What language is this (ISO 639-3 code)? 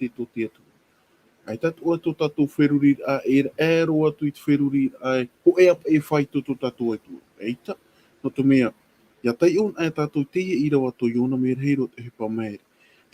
tah